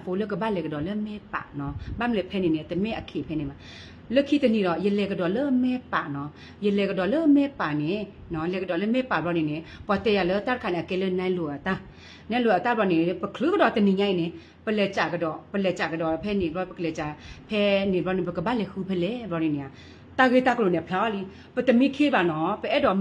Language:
S'gaw Karen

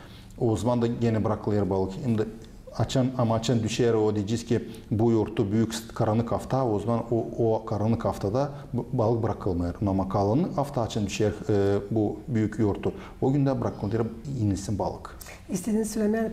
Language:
Gagauz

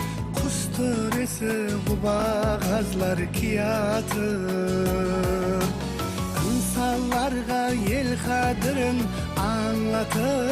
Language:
Kara-Kalpak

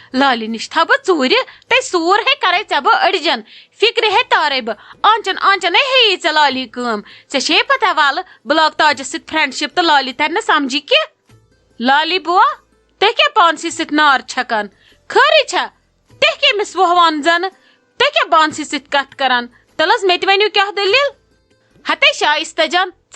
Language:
Kashmiri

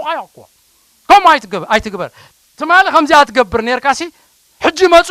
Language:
Tigrinya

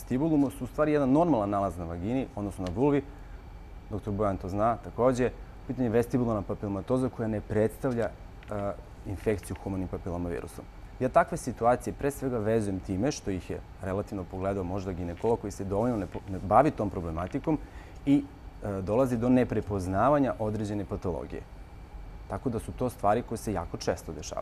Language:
Serbian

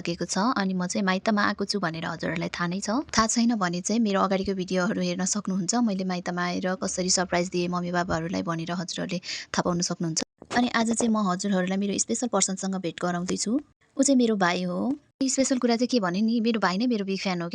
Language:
Nepali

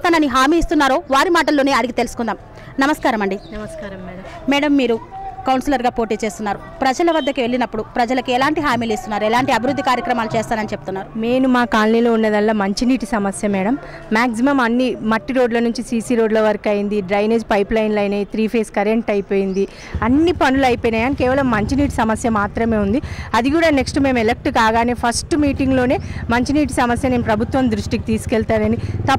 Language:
Telugu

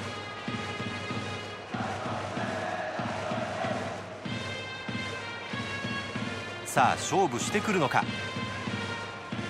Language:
Japanese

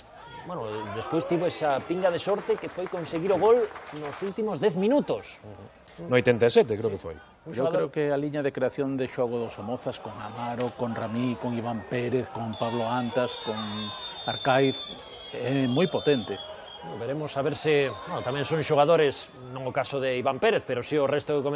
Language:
Galician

